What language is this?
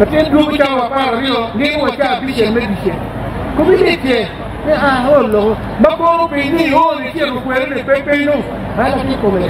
Acoli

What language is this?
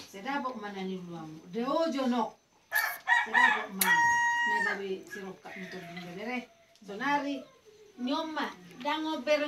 Batak Toba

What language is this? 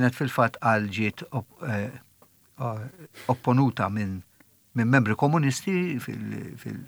Maltese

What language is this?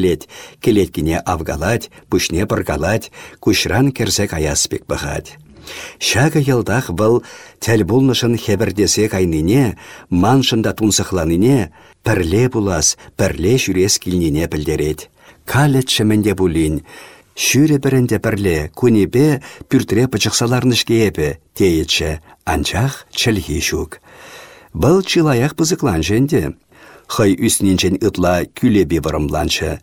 Chuvash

